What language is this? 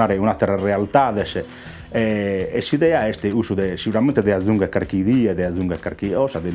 Sardinian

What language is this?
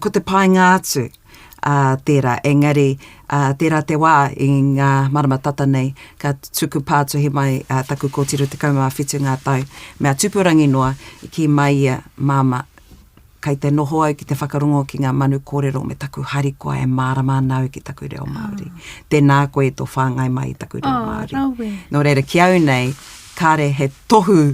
Māori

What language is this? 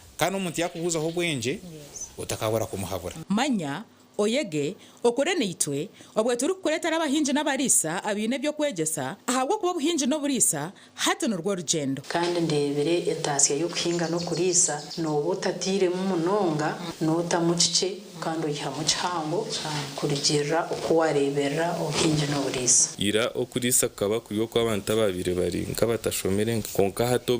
Nyankole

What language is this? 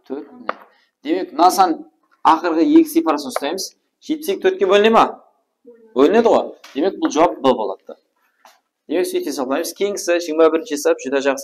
Kara-Kalpak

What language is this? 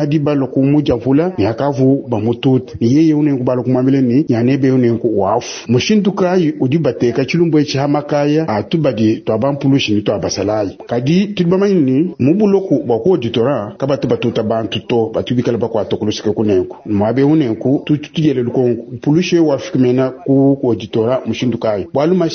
Luba-Lulua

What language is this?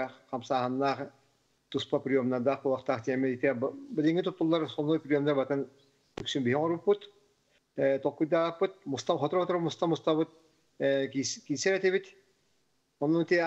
Yakut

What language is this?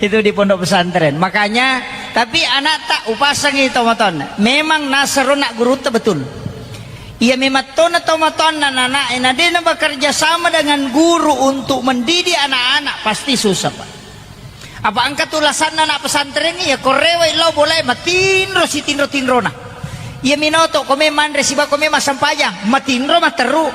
Buginese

